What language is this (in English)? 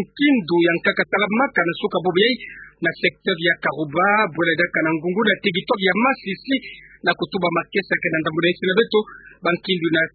Kituba (Democratic Republic of Congo)